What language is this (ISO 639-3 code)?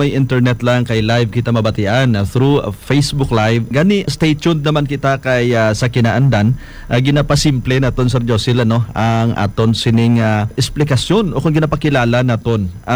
hil